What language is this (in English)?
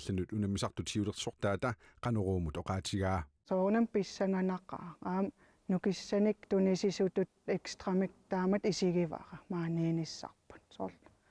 Kalaallisut